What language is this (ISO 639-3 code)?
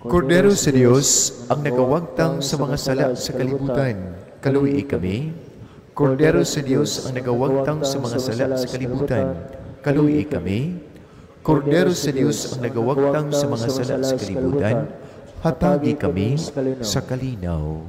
ceb